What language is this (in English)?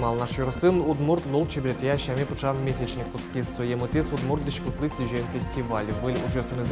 Udmurt